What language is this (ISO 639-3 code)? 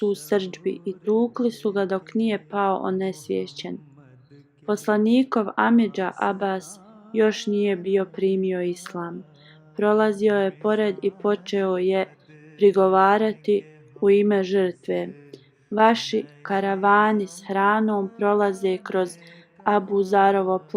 bos